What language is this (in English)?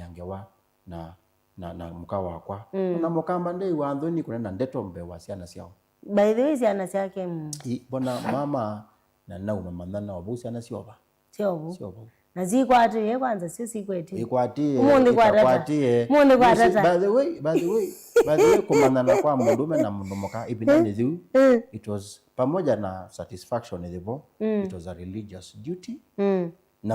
Kamba